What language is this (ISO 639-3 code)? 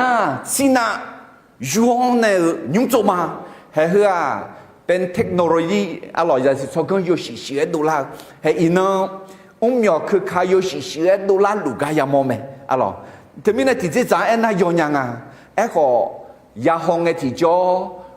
ahk